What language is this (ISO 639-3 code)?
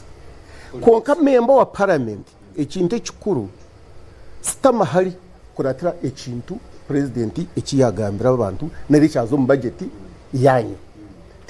nyn